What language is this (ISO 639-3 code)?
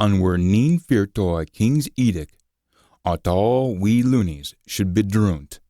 sco